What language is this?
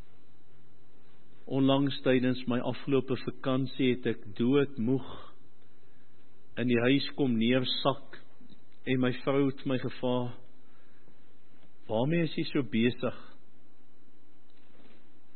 Afrikaans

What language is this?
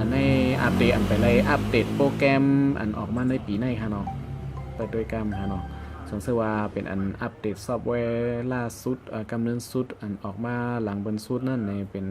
Shan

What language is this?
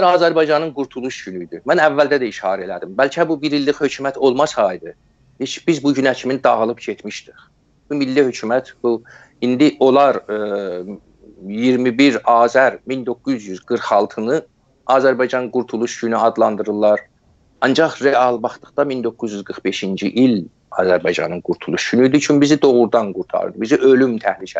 South Azerbaijani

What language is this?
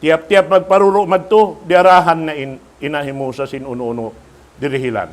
Tausug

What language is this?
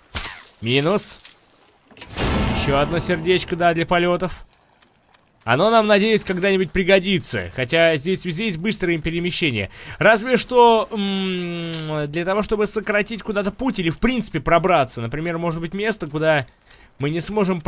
Russian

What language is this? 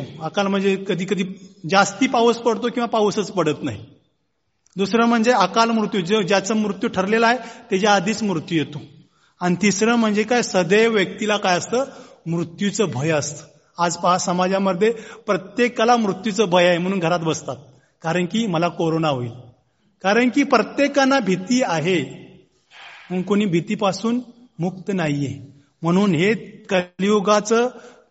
Marathi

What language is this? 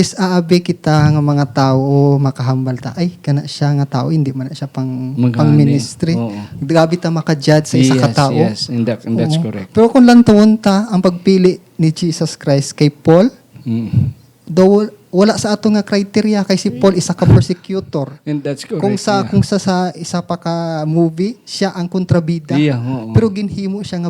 Hiligaynon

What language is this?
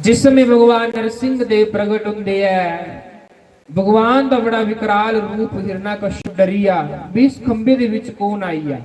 Dogri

